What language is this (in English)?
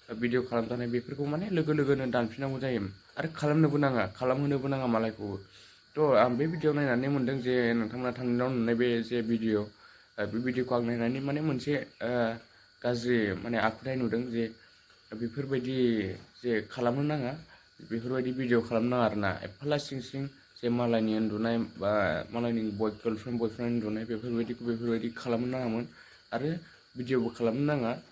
Bodo